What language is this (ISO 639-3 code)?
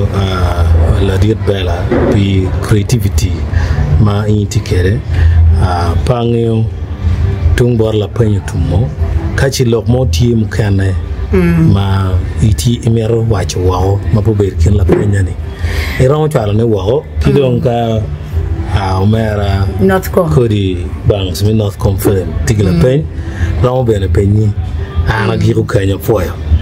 ach